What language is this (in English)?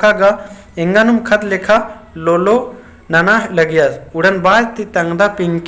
Kurukh